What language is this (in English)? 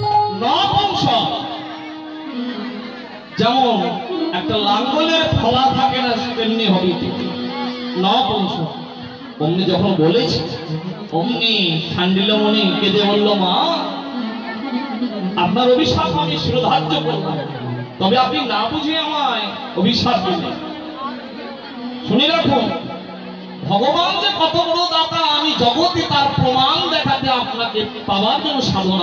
Bangla